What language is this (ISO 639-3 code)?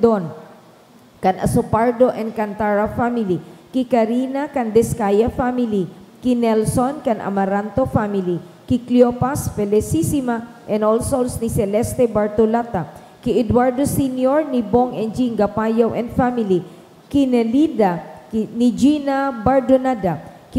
bik